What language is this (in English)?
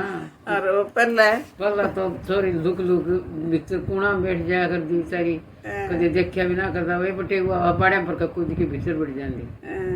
Haryanvi